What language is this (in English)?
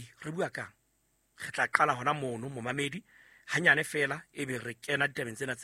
Southern Sotho